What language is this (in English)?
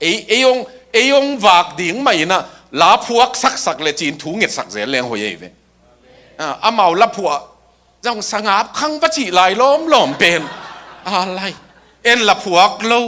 Tedim Chin